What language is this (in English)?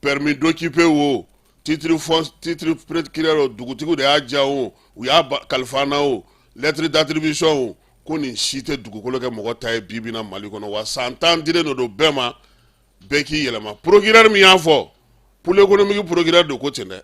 Bambara